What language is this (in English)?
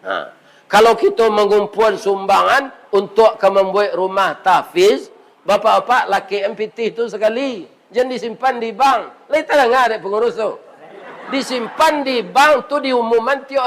Minangkabau